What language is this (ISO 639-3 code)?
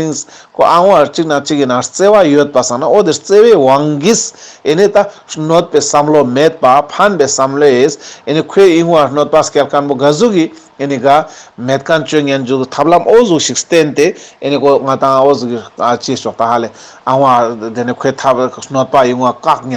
lbj